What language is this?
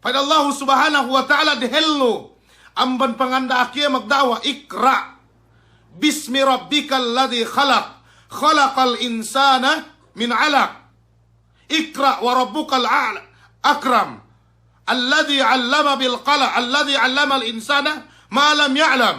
Yakan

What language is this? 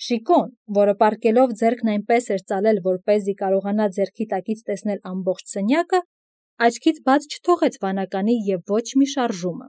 Armenian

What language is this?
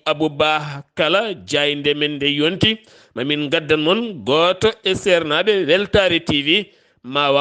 Fula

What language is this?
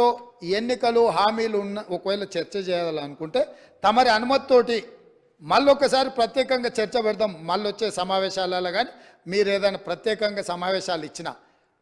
Telugu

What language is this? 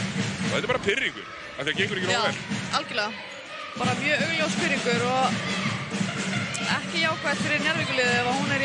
Icelandic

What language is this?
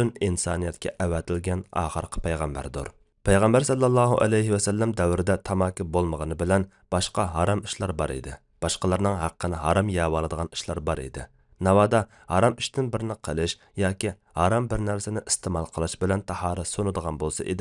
Uyghur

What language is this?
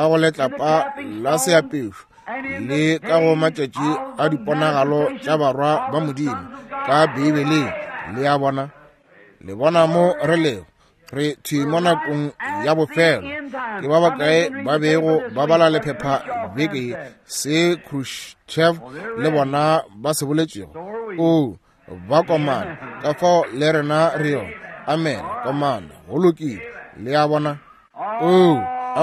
Northern Sotho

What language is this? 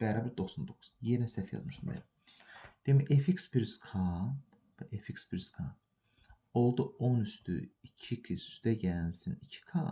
Azerbaijani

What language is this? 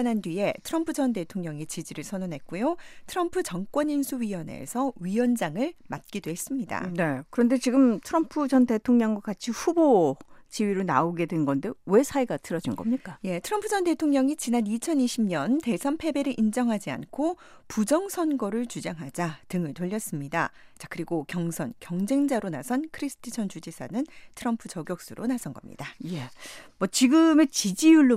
Korean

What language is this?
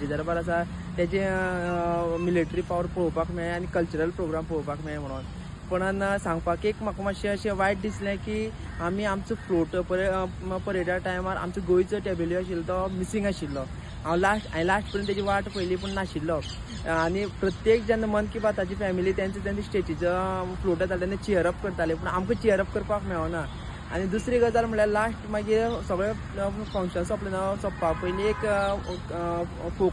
Konkani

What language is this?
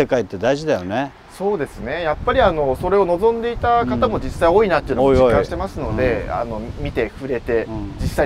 Japanese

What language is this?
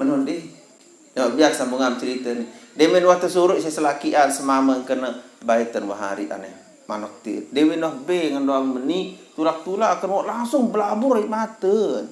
Sasak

